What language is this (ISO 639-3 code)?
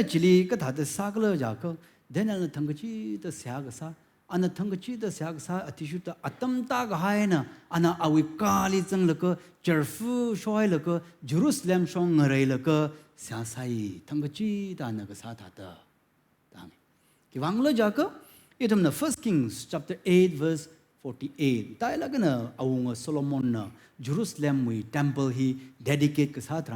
nmf